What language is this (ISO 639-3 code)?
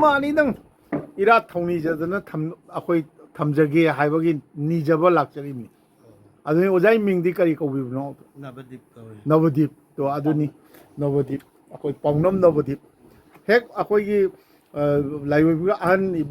mni